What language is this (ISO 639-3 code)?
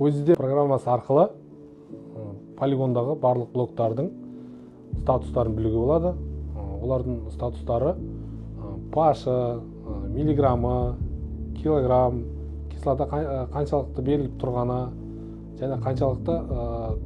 kaz